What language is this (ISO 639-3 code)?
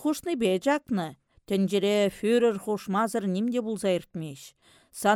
chv